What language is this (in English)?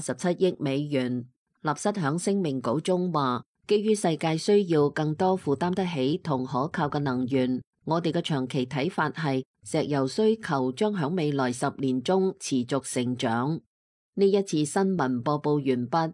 Cantonese